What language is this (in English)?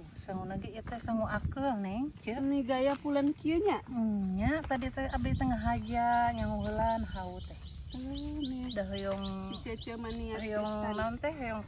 Sundanese